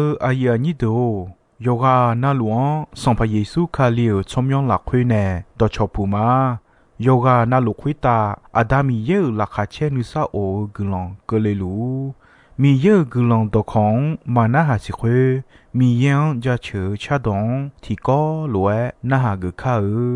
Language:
Akha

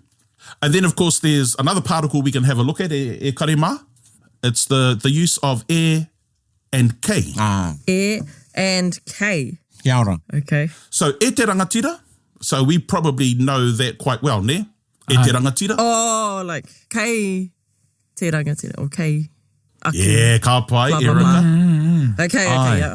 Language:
Māori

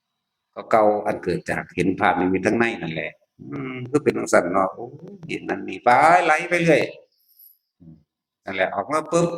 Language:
Northeastern Thai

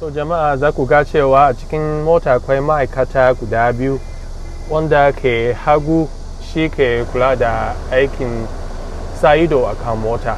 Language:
Hausa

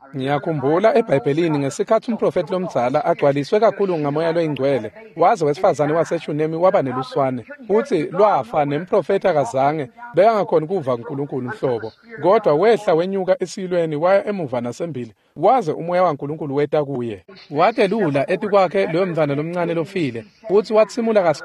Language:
Swati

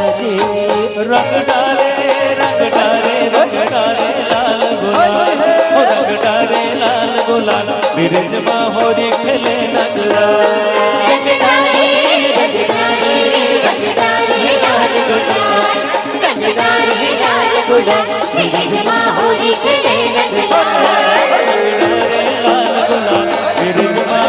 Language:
Chhattisgarhi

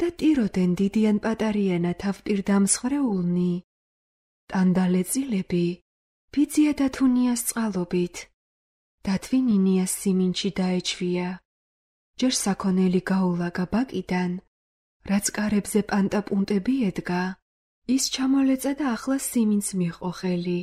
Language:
Georgian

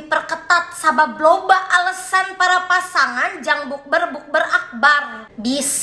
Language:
Sundanese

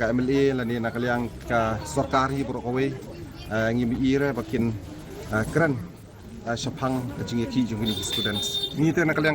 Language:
Khasi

